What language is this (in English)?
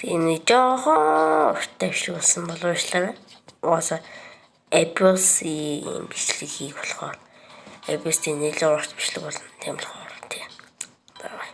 Mongolian